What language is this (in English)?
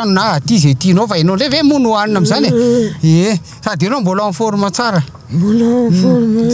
Malagasy